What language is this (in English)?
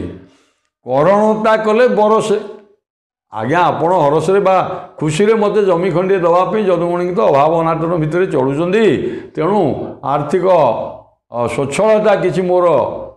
Odia